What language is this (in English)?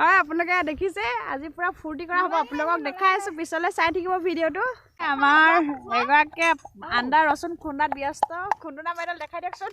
Assamese